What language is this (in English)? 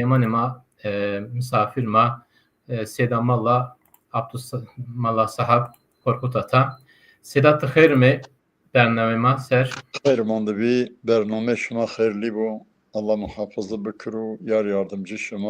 Zaza